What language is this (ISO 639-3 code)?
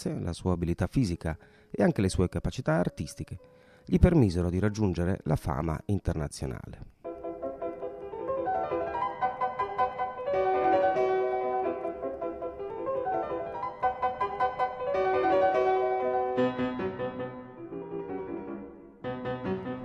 ita